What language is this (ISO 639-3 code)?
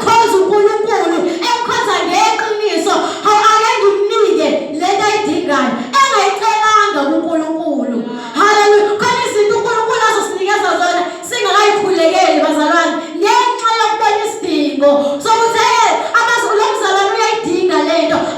zul